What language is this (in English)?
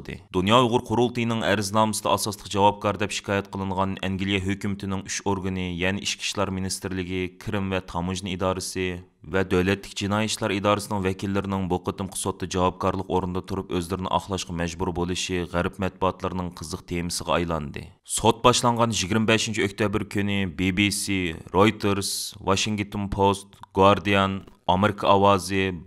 Uyghur